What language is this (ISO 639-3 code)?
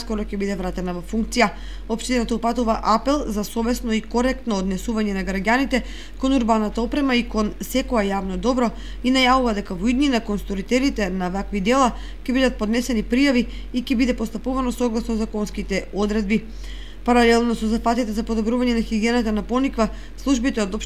mkd